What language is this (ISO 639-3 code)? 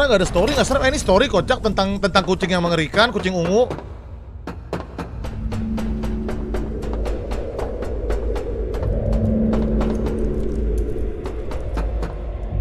ind